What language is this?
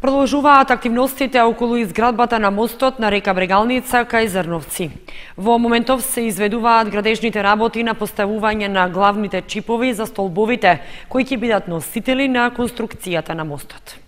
Macedonian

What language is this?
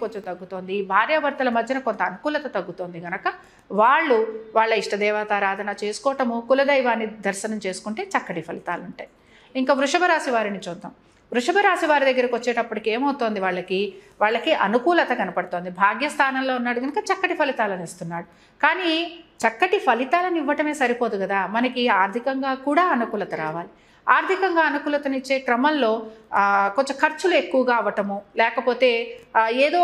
Telugu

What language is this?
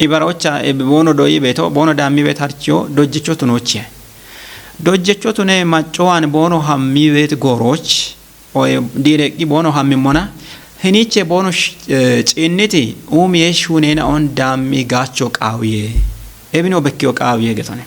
Kafa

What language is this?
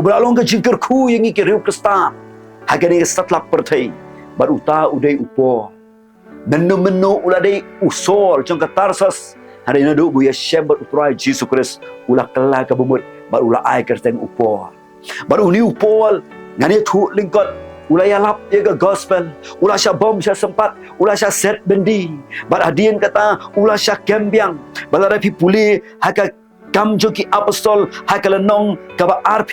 Khasi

